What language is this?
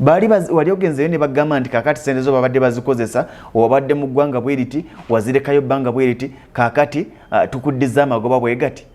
Ganda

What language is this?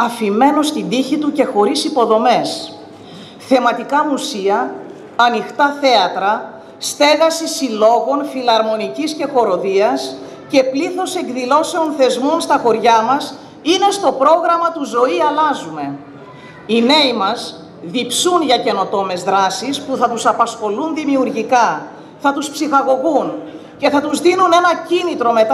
Greek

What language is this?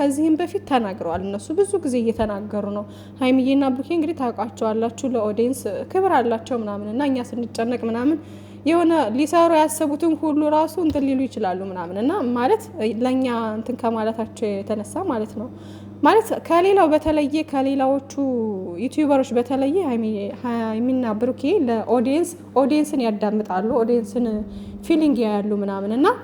Amharic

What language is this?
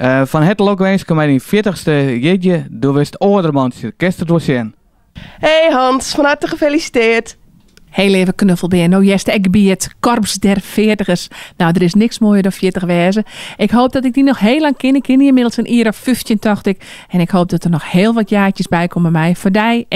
Western Frisian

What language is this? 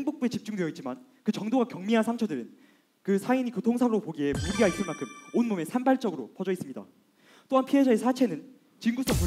Korean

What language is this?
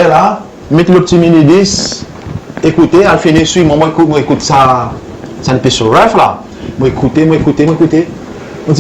Seselwa Creole French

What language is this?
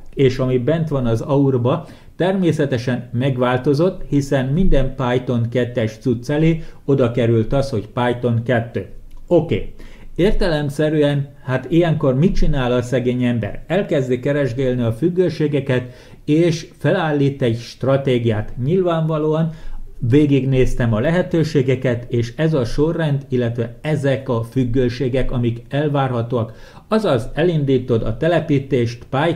Hungarian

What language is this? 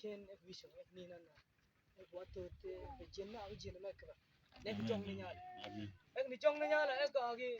Mabaan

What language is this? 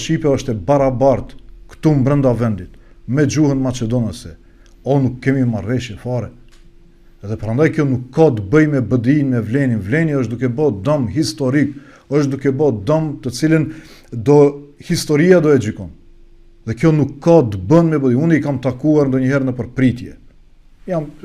Albanian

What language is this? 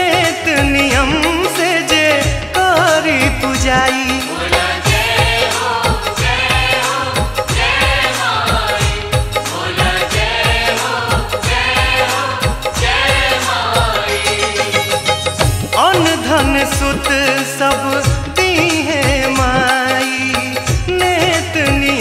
Bhojpuri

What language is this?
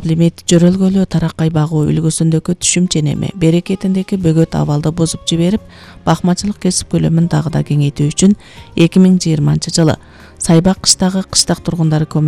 Kyrgyz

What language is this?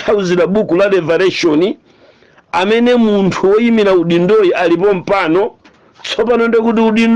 Nyanja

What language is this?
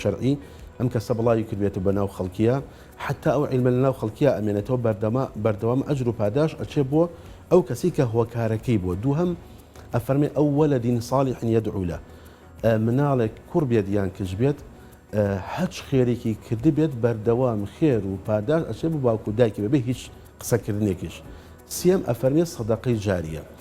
Central Kurdish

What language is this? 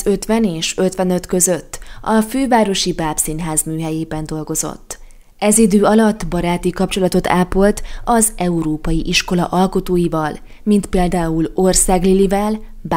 Hungarian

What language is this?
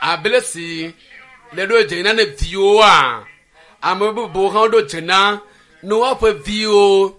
Ewe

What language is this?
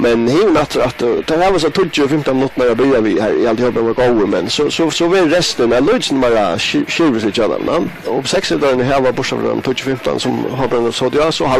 Faroese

